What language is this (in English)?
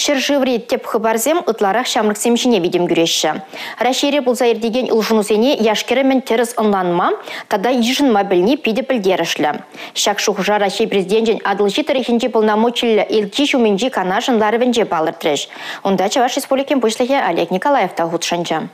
Chuvash